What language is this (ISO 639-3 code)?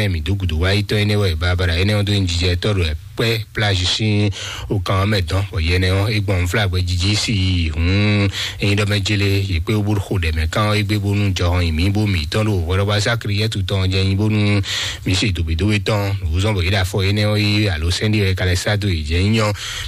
fon